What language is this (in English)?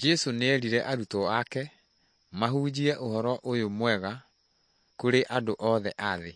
Kikuyu